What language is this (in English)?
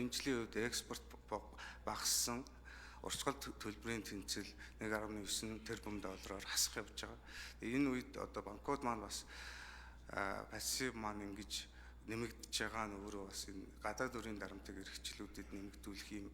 Mongolian